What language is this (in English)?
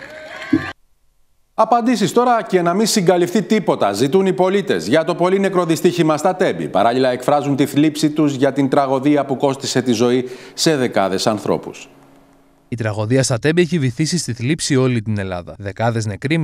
Greek